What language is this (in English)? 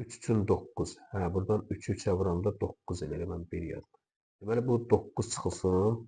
Azerbaijani